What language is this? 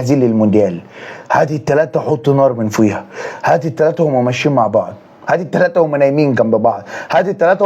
Egyptian Arabic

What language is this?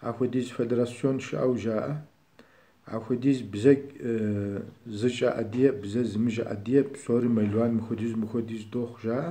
Kabardian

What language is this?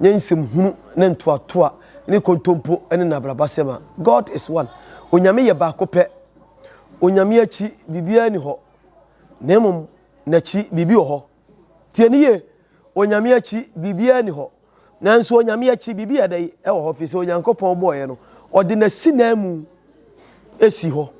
Akan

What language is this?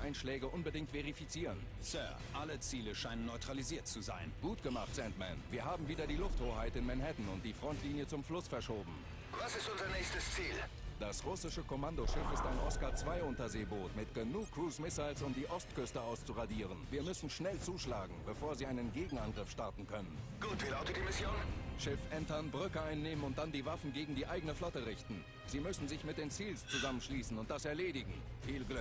Swiss German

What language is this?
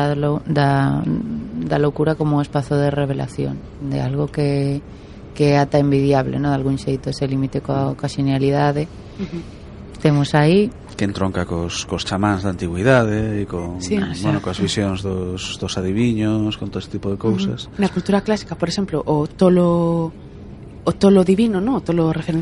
Galician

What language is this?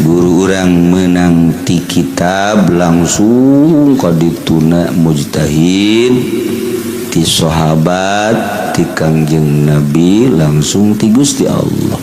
Sundanese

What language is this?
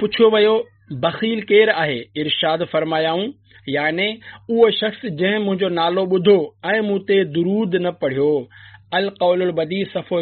Sindhi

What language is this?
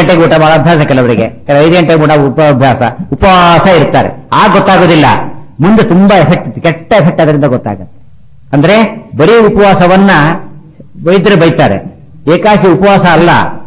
Kannada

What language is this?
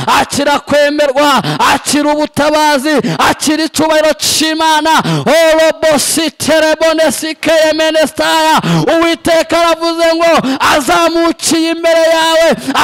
Kinyarwanda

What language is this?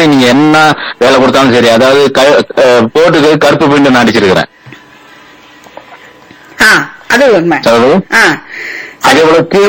Tamil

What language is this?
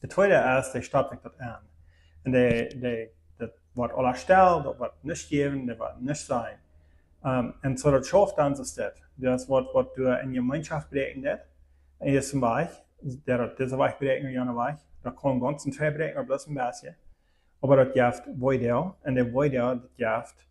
Plautdietsch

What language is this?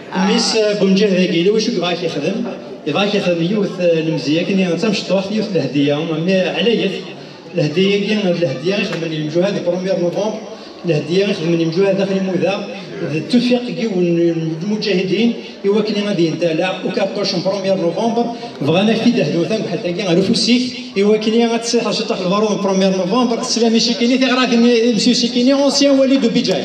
Kabyle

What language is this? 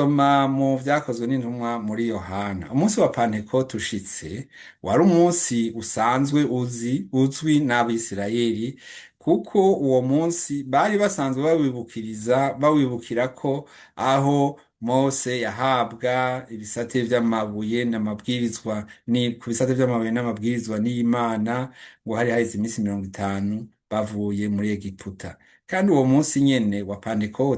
Rundi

